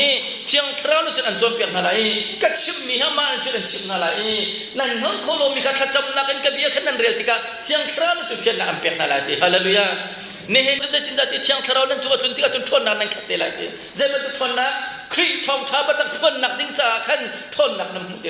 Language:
Hakha Chin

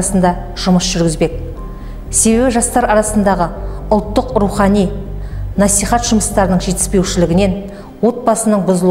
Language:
Kazakh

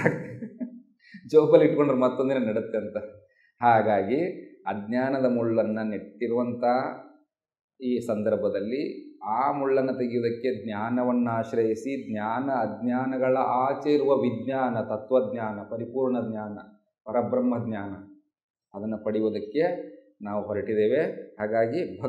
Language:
Kannada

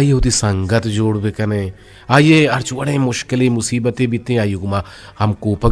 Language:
Eastern Balochi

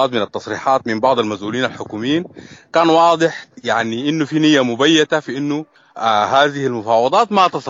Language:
Sudanese Arabic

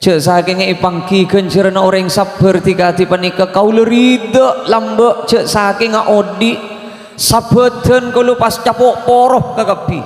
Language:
Madurese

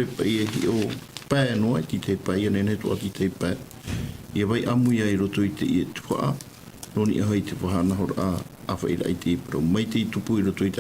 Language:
Tahitian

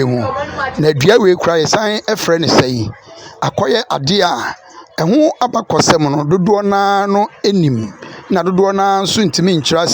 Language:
Akan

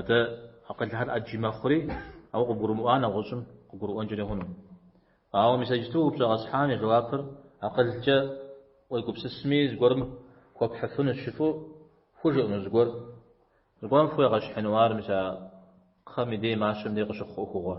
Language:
Kabardian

